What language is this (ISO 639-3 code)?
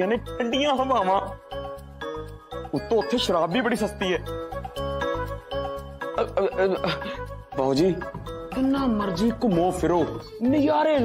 pan